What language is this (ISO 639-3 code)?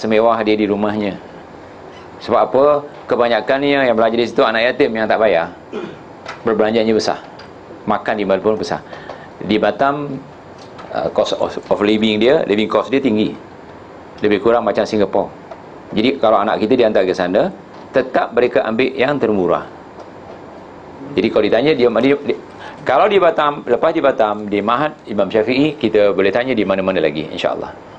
msa